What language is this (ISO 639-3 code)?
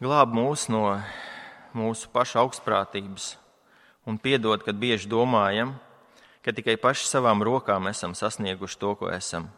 lav